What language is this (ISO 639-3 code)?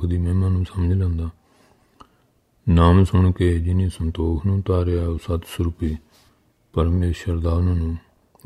pan